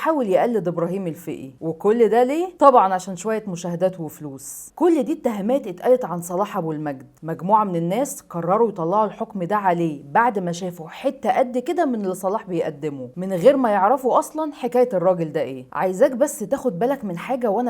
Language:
Egyptian Arabic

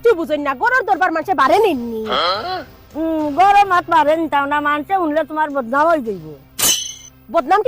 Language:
Sylheti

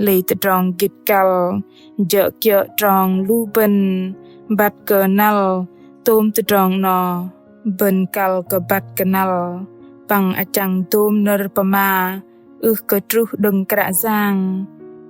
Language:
Bahnar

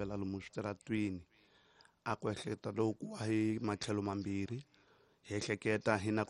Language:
Tsonga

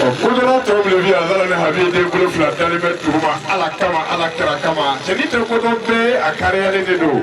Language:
Bambara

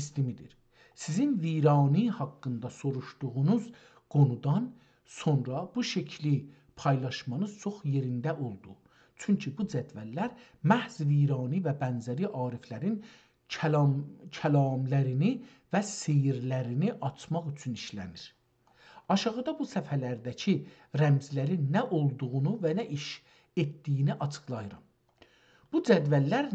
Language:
South Azerbaijani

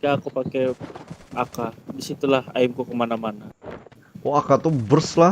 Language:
Banjar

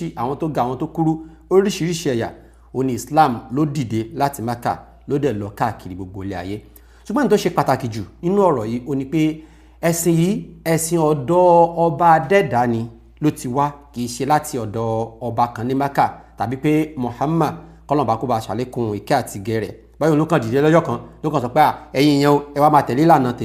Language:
Yoruba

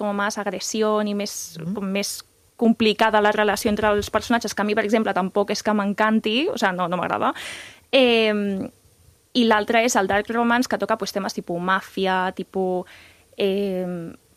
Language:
Catalan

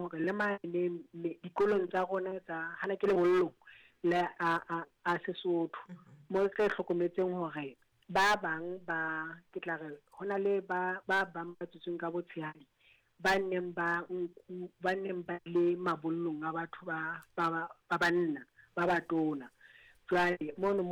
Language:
Southern Sotho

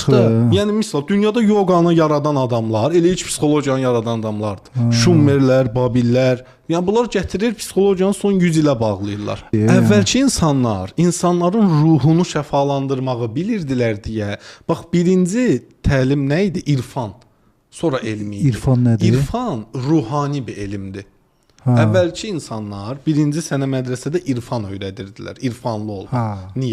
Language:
Azerbaijani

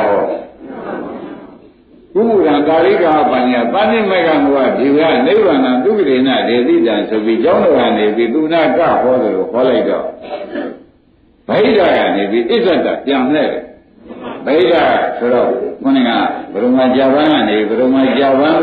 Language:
Burmese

